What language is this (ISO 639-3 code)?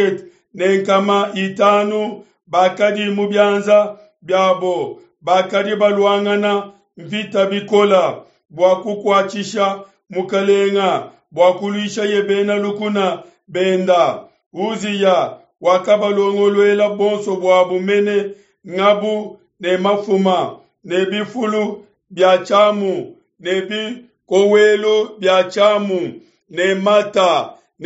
lua